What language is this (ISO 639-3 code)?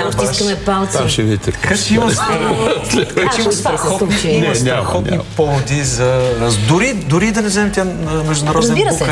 bul